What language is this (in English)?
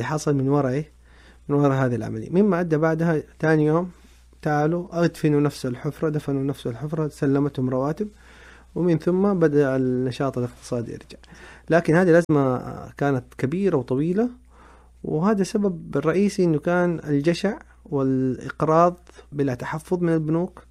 Najdi Arabic